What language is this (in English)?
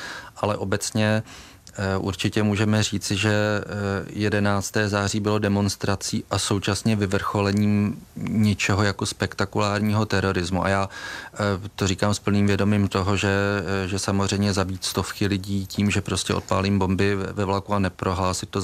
Czech